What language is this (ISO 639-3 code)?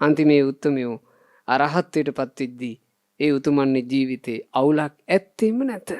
sin